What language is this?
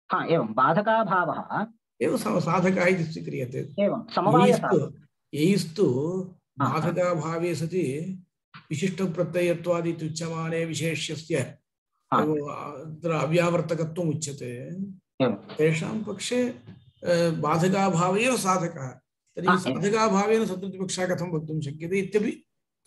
Sanskrit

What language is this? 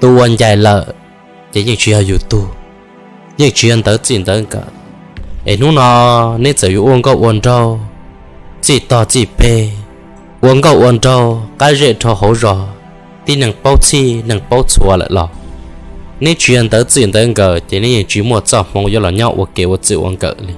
Hmong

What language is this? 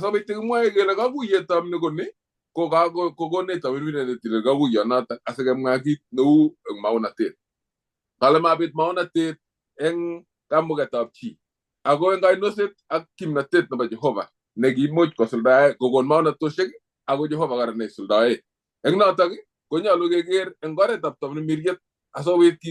Kalenjin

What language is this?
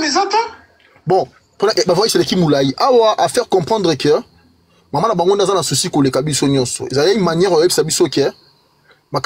Lingala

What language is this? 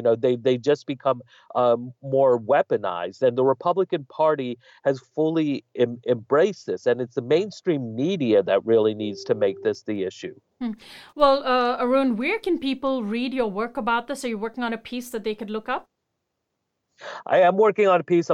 English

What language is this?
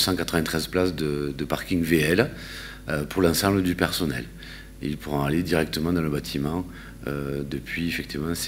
French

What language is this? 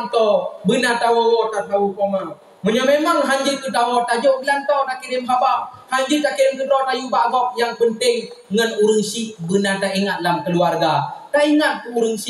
Achinese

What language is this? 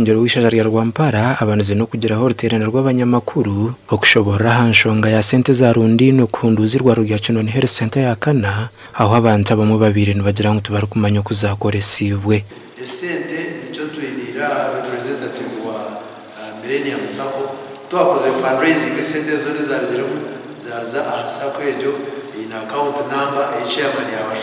Nyankole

